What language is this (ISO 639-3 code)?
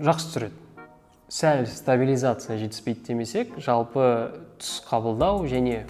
kaz